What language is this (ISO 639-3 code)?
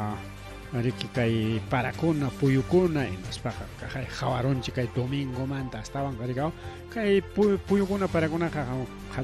quy